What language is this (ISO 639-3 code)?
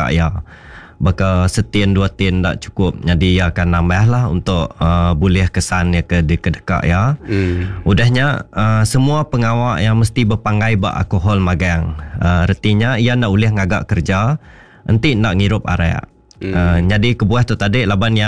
iba